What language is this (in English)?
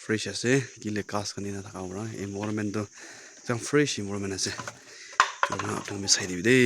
Naga Pidgin